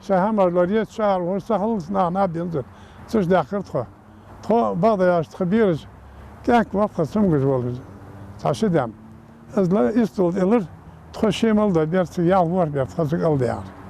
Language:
Ingush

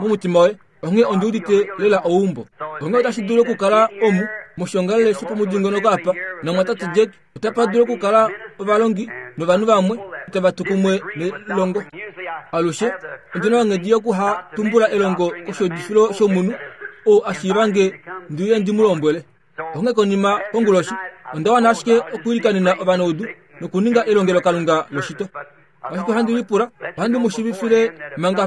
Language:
Kuanyama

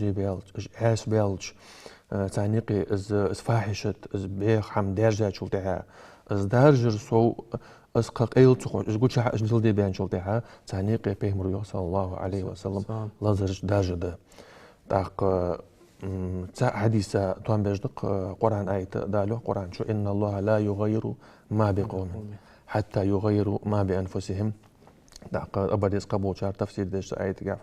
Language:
Ingush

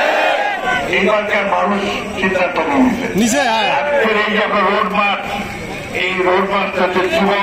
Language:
Bangla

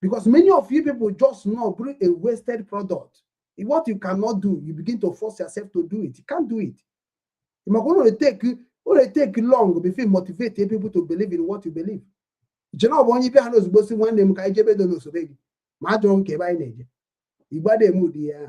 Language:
Igbo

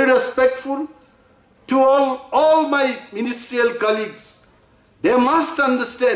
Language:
Kok Borok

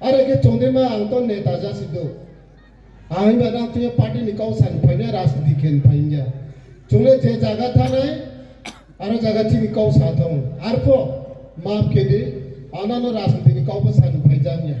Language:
Riang (India)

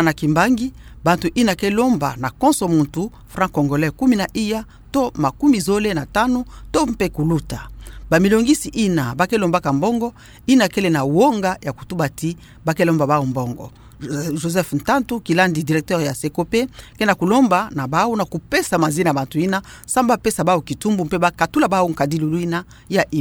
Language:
Kituba (Democratic Republic of Congo)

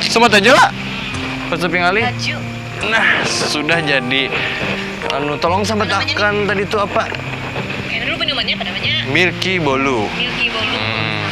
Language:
Banjar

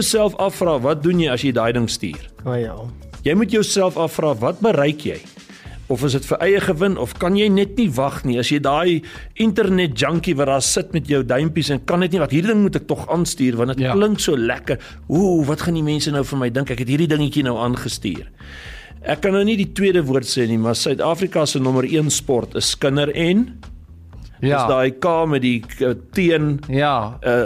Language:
Afrikaans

